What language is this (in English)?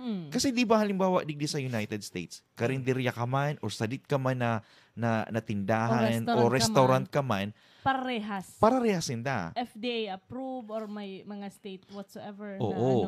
Bikol